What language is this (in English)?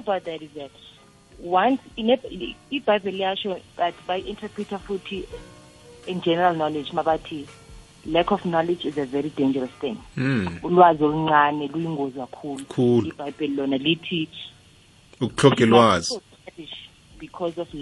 South Ndebele